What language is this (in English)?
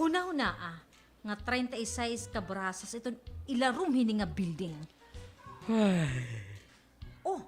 Waray